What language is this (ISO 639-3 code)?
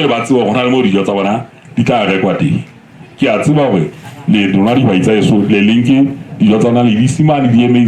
sot